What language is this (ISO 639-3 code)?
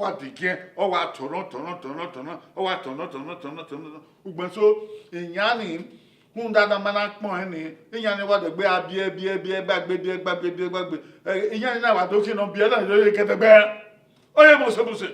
bin